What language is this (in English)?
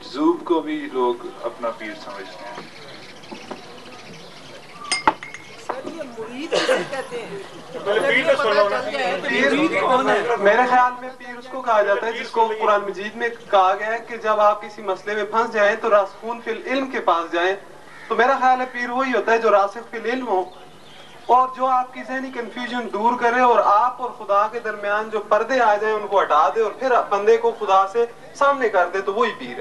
Urdu